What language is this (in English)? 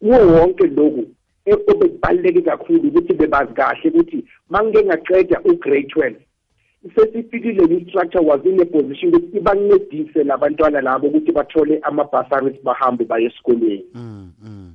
South Ndebele